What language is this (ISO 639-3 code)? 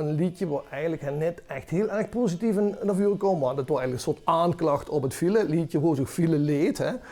lim